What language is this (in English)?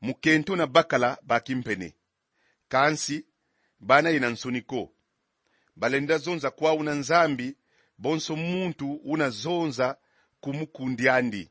Kongo